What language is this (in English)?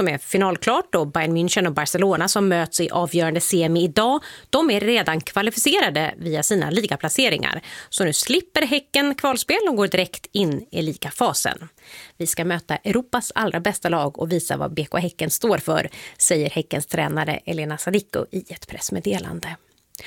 Swedish